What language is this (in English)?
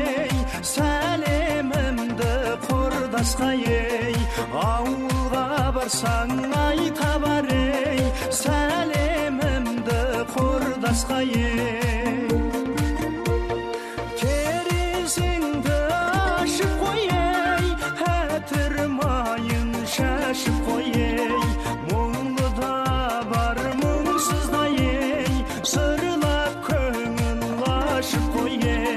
Kazakh